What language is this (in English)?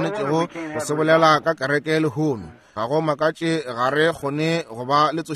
Northern Sotho